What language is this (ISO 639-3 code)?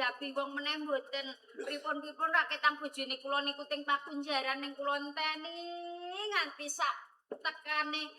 jav